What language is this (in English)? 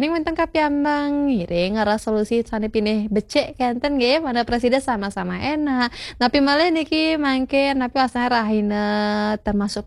Balinese